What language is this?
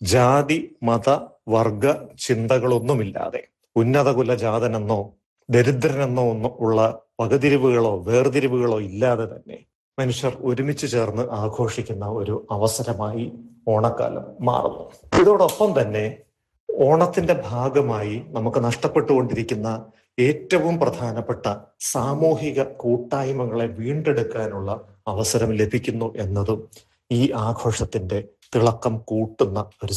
Malayalam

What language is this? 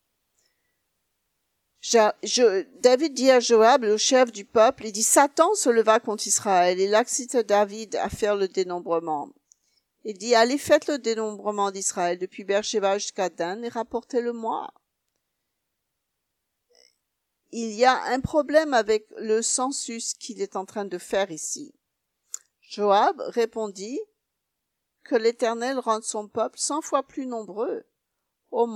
French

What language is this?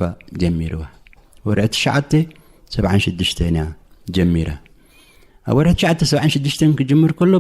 Tigrinya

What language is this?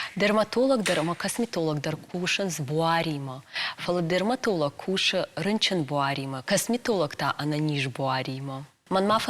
Ossetic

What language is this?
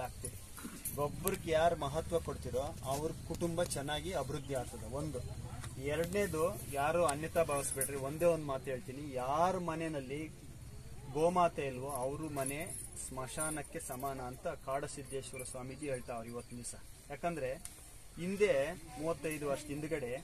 Kannada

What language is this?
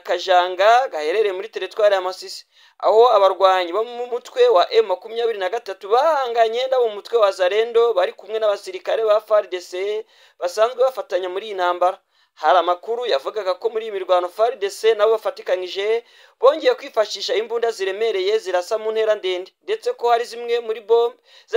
Kinyarwanda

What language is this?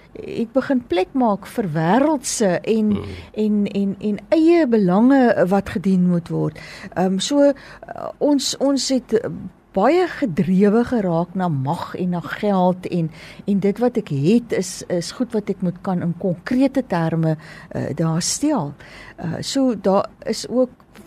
Afrikaans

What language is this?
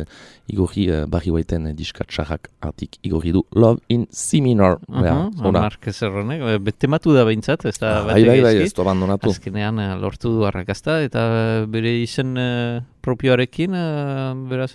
Basque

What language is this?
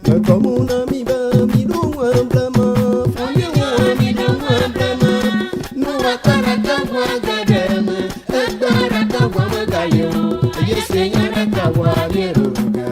Ewe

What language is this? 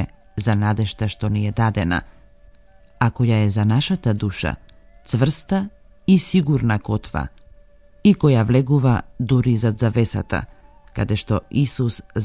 Macedonian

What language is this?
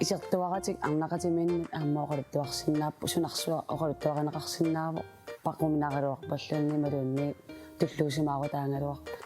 Kalaallisut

